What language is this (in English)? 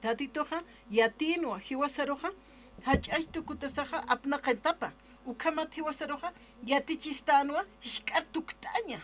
Aymara